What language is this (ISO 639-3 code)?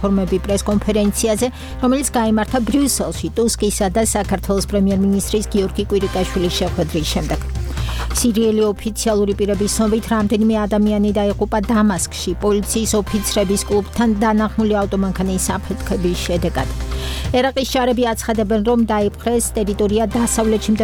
kat